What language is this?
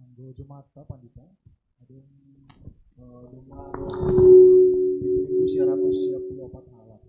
Batak Simalungun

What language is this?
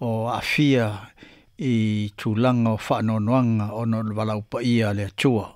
Samoan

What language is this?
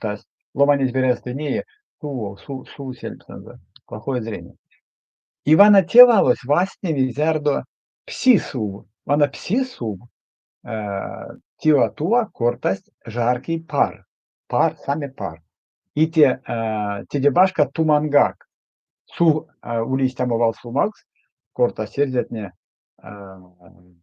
Erzya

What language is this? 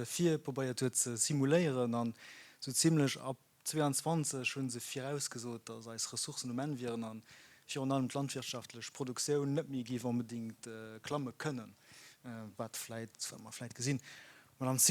Luxembourgish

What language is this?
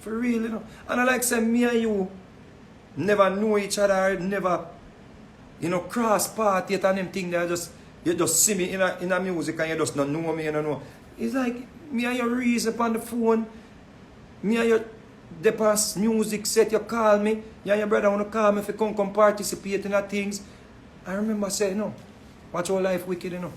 Jamaican Creole English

